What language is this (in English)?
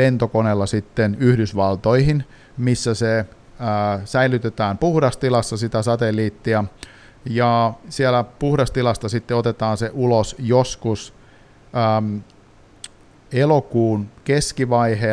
Finnish